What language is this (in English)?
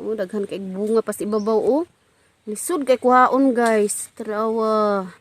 Cebuano